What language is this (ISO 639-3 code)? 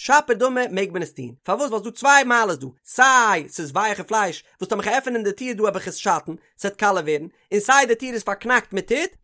yid